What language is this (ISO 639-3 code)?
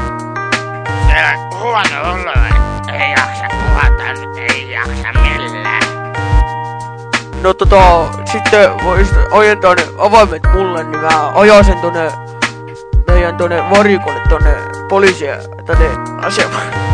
fin